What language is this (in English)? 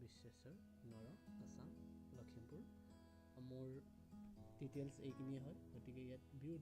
Assamese